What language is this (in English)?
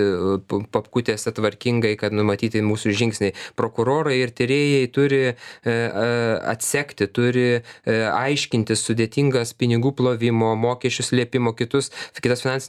Lithuanian